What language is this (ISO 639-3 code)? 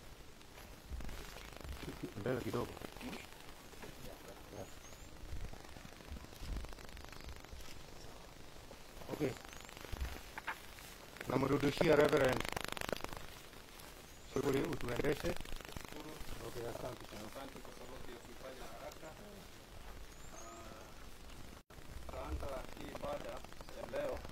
swa